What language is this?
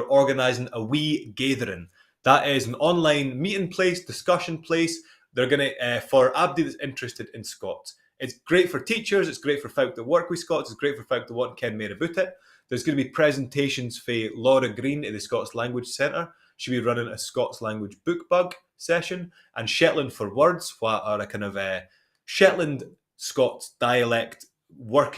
Scots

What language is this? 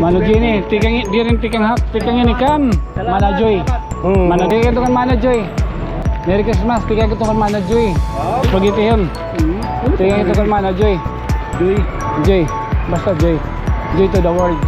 Waray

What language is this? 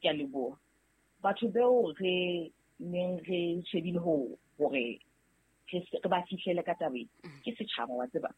Southern Sotho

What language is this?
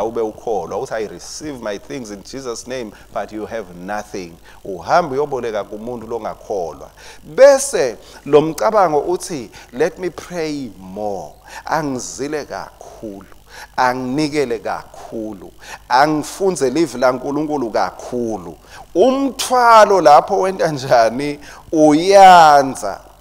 Swati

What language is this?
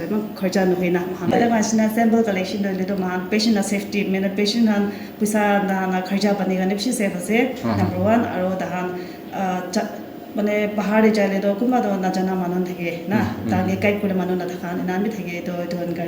Naga Pidgin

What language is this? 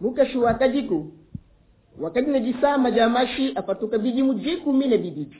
Luba-Lulua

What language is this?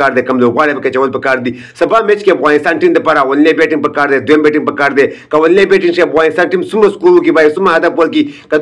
Pashto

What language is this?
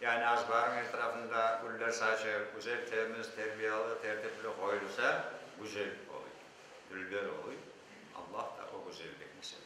Crimean Tatar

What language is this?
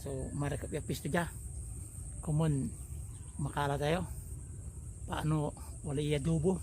Pangasinan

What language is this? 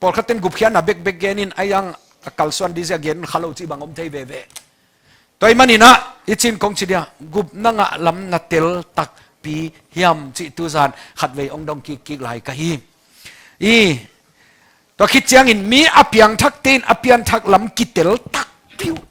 Tedim Chin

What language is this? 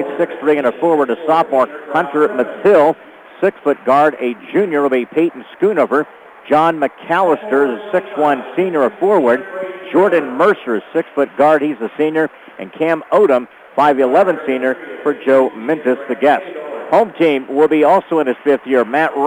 English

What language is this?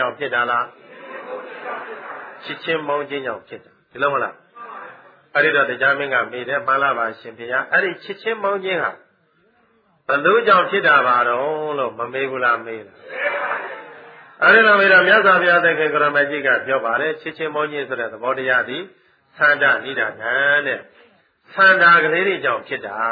Burmese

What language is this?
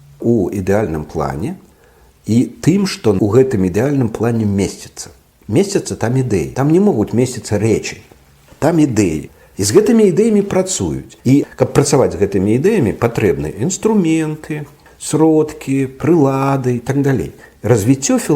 Belarusian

